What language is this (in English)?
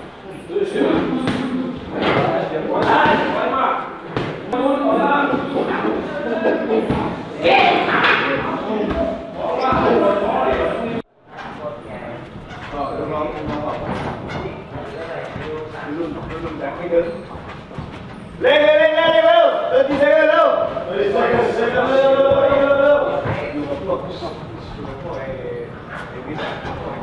Thai